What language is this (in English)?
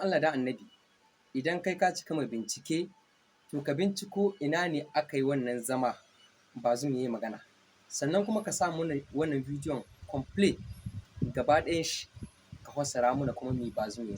Hausa